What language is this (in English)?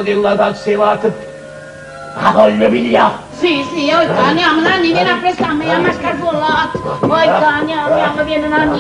Neapolitan